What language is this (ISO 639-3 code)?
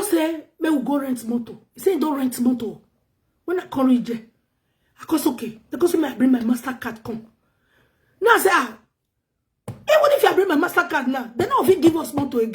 pcm